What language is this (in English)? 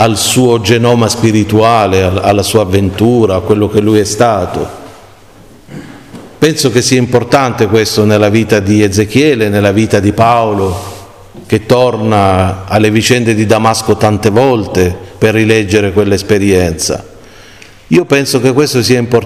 Italian